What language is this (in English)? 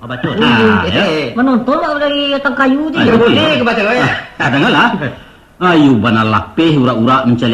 Minangkabau